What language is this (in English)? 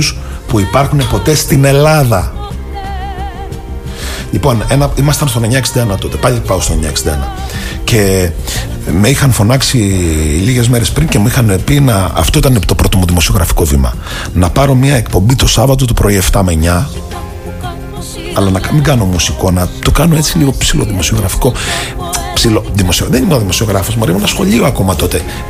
Greek